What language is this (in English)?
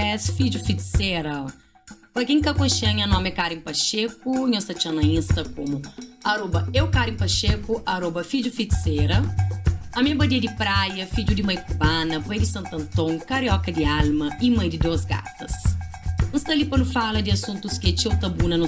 Kabuverdianu